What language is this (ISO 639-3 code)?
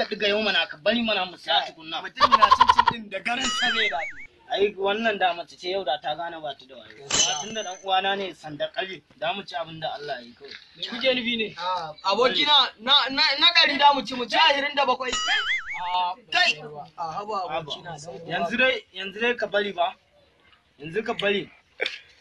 hau